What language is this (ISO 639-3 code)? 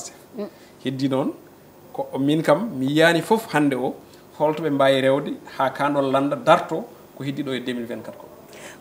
ful